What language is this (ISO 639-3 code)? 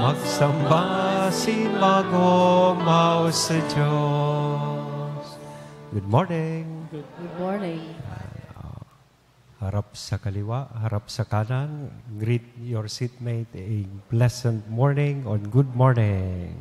bik